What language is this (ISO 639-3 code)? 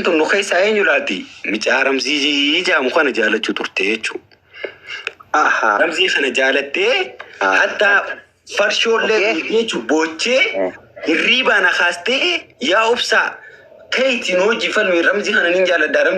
orm